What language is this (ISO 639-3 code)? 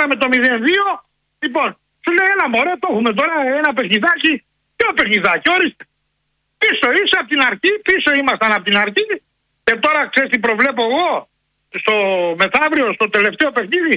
ell